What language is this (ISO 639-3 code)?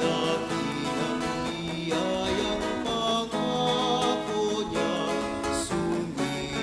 bik